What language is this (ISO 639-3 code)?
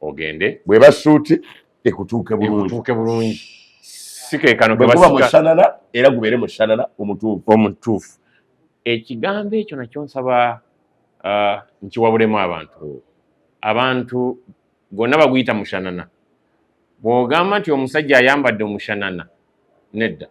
lug